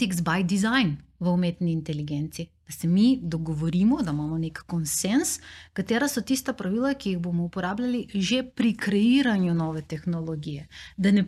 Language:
Slovenian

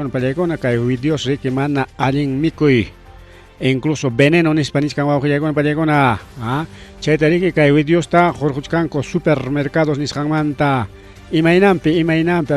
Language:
Ayacucho Quechua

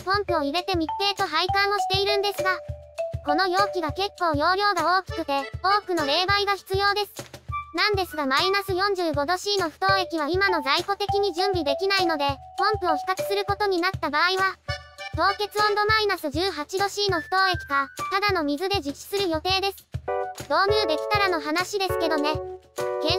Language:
Japanese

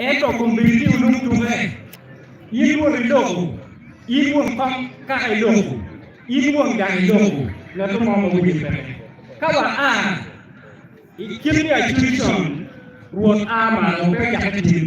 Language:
Acoli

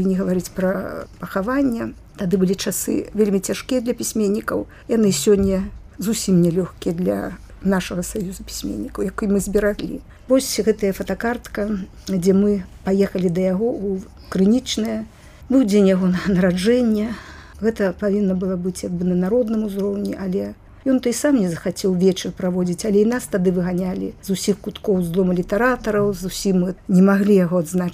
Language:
Belarusian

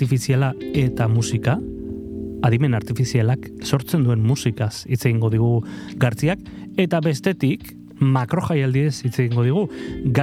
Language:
Basque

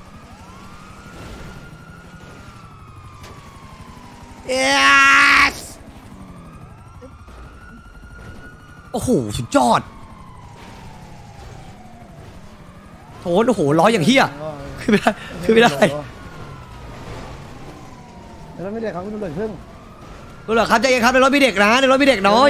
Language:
Thai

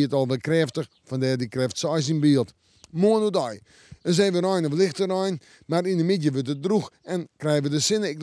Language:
Western Frisian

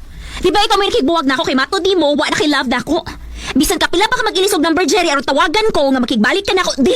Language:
Cebuano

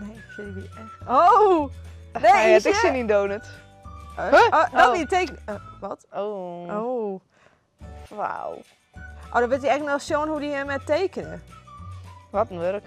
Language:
Western Frisian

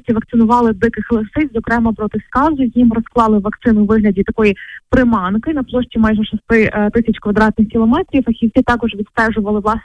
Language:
Ukrainian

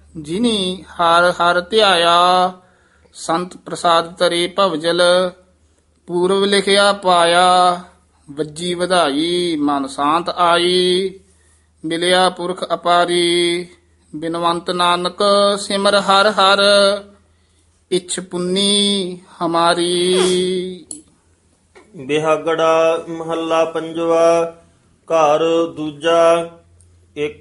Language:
Punjabi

